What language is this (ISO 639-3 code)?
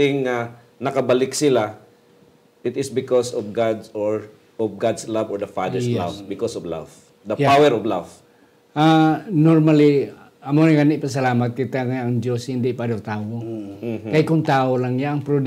hil